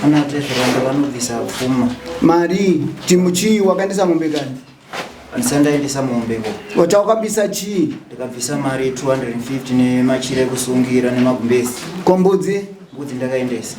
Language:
Shona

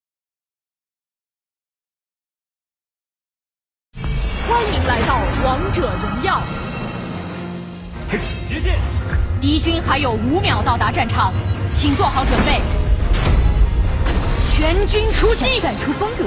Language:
Chinese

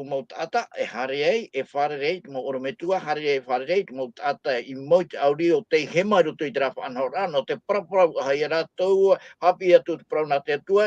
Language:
Tahitian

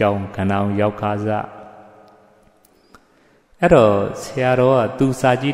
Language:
Burmese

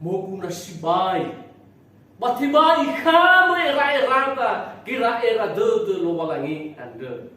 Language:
Nias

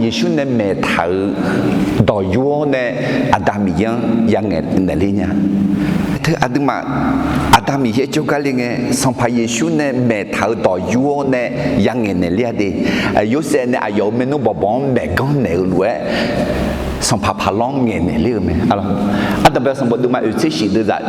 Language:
Akha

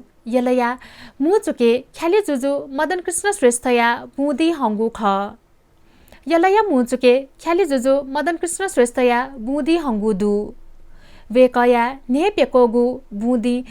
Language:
Newari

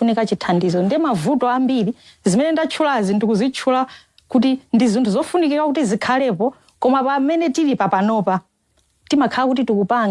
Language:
Nyanja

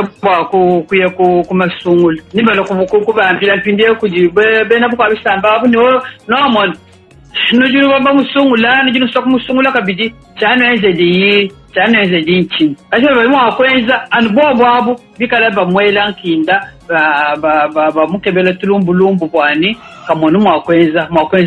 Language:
Luba-Lulua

